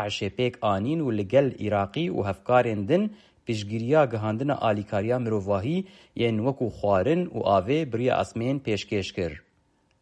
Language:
Kurdish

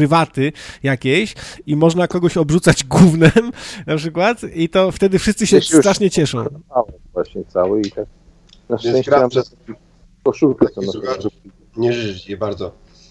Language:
Polish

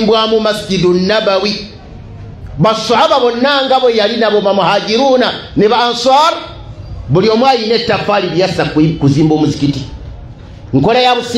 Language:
Ganda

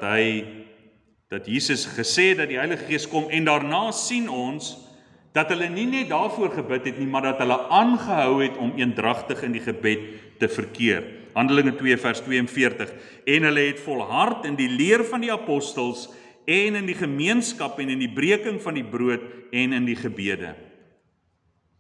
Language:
Afrikaans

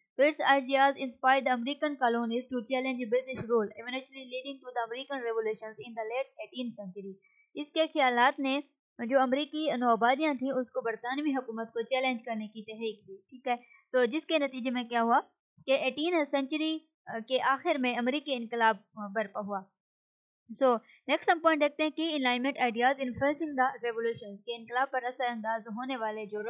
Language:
Urdu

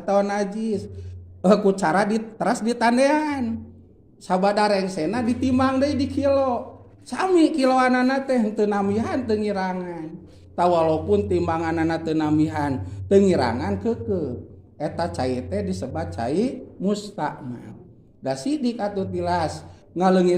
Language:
Sundanese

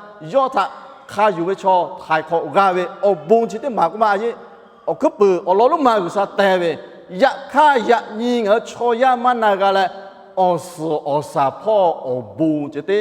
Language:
Lahu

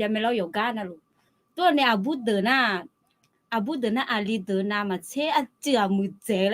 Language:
Akha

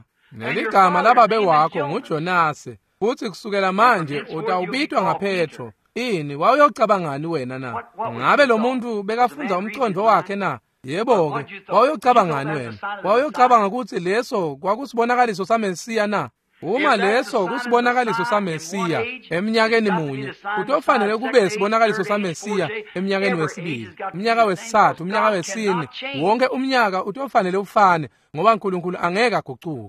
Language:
Swati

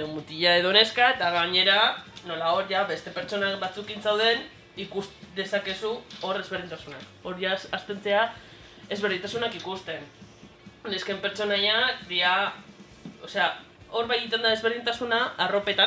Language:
Basque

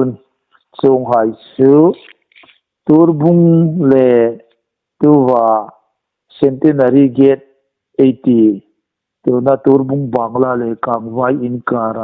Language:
Hmar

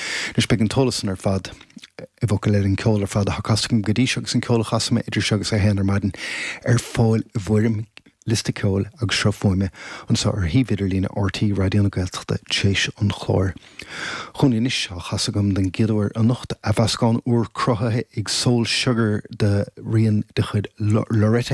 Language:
Irish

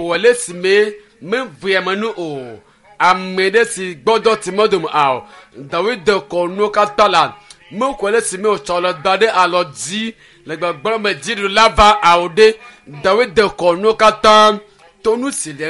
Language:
Ewe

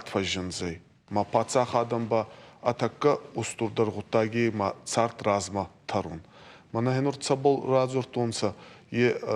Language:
Ossetic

